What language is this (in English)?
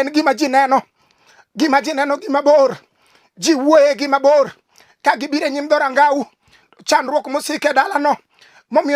Luo (Kenya and Tanzania)